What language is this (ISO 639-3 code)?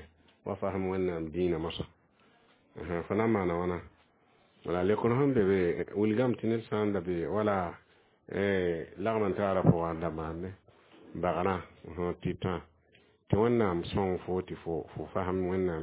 mos